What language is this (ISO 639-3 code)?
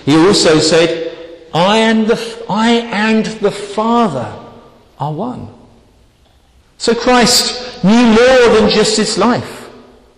eng